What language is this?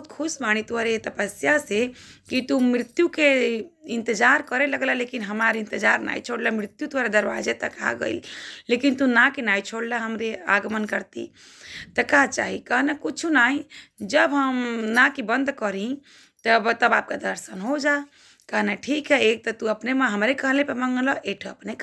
Bhojpuri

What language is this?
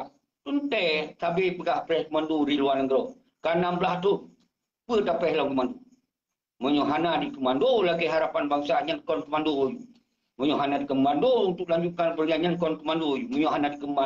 Achinese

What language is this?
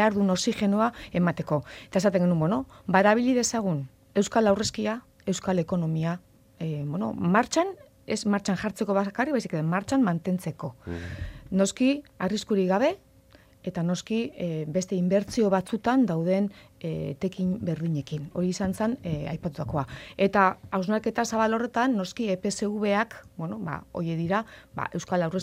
Basque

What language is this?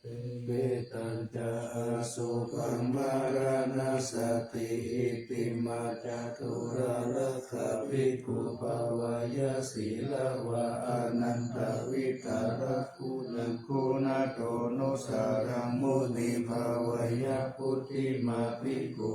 Pali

